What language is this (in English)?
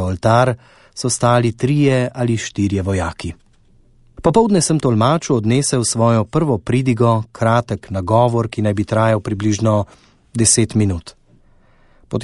Slovenian